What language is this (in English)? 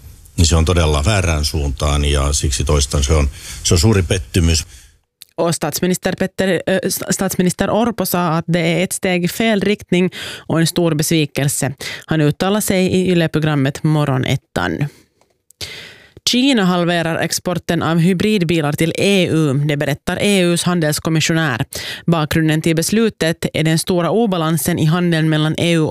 Swedish